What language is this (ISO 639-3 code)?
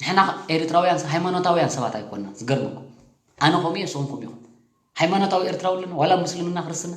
tir